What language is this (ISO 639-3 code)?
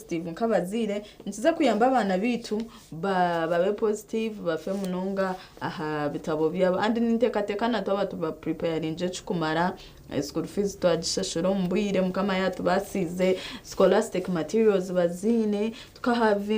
nyn